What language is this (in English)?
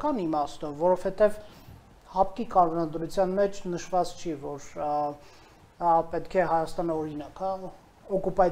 Armenian